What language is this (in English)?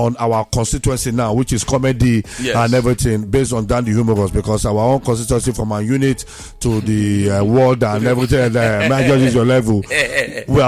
Nigerian Pidgin